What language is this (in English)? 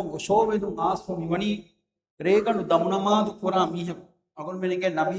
Divehi